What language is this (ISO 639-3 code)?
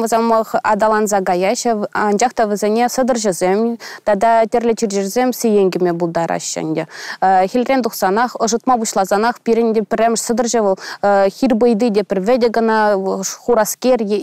chv